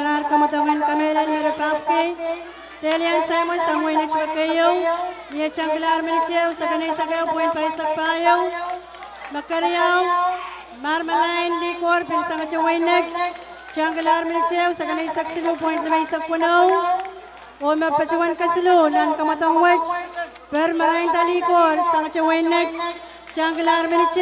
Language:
Pohnpeian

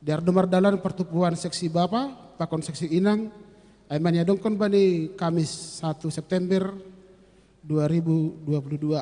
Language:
Batak Simalungun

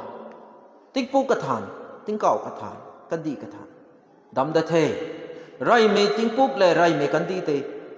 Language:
Rongmei Naga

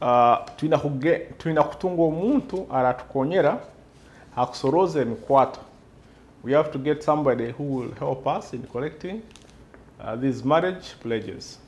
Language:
Nyoro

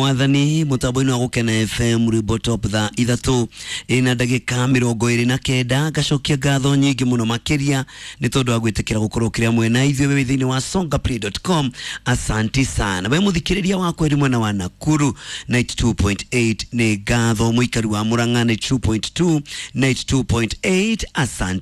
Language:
Kikuyu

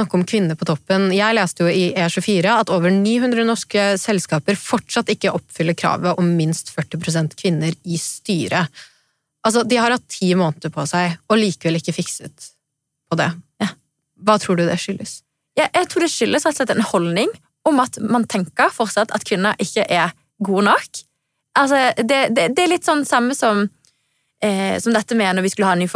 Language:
Norwegian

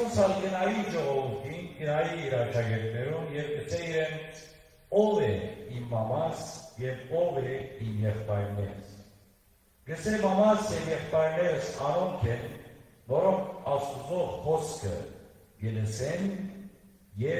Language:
Western Armenian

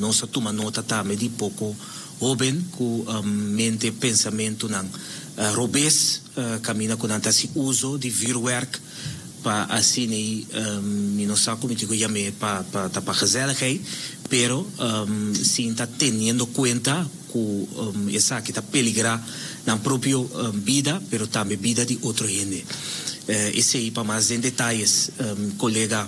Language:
Papiamento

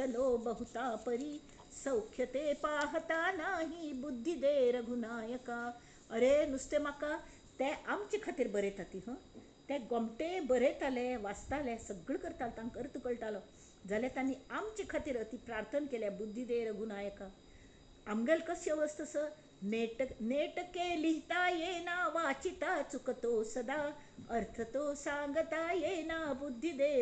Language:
Konkani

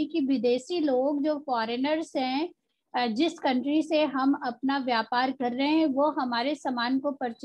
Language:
Hindi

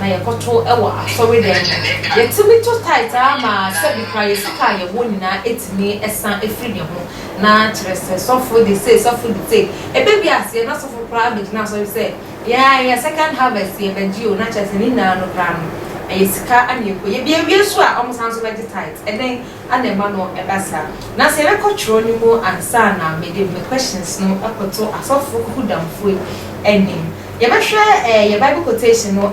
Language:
Akan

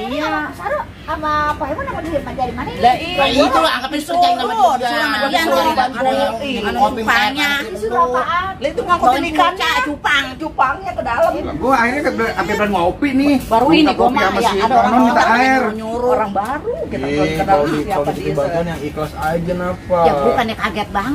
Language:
Betawi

